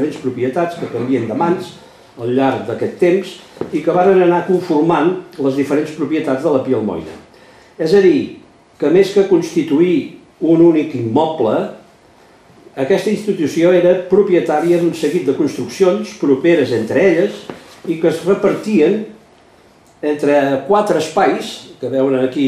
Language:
Catalan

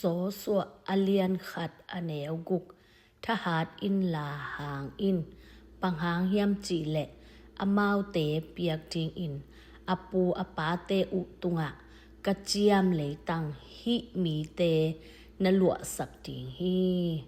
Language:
Tedim Chin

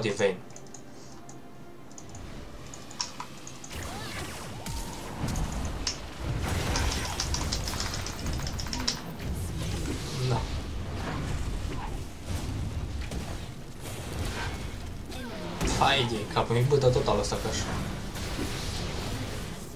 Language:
Romanian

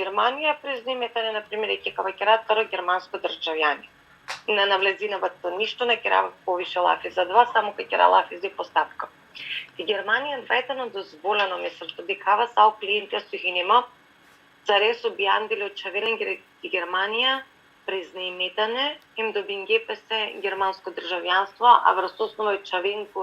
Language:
Balkan Romani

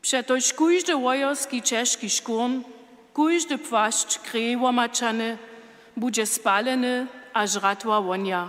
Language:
Upper Sorbian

